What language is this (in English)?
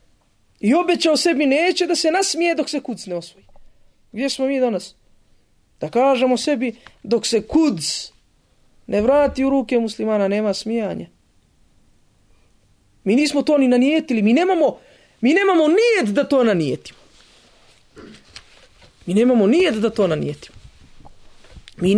Bosnian